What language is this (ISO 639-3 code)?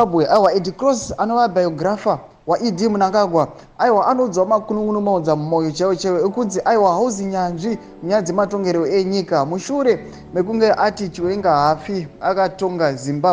sna